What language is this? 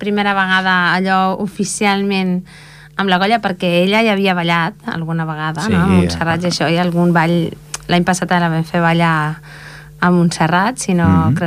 Catalan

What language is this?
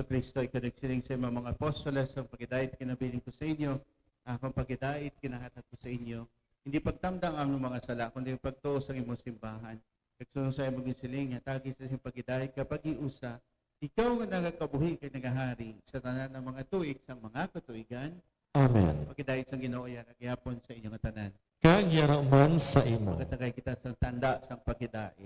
Hiligaynon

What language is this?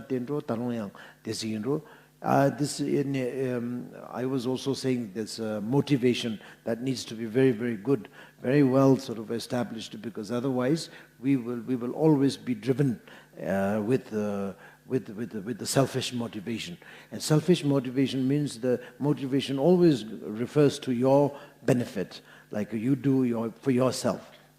Ladakhi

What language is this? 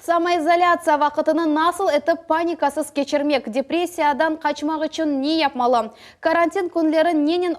Crimean Tatar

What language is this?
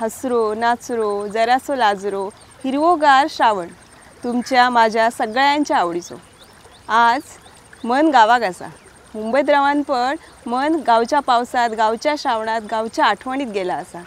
Konkani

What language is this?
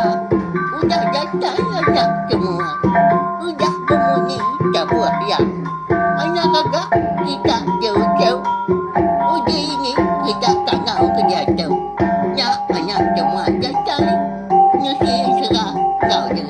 Iban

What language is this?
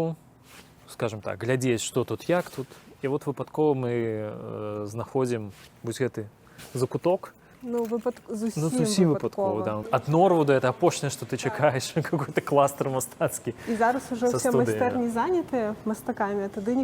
Belarusian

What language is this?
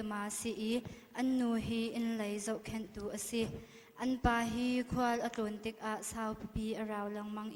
Hakha Chin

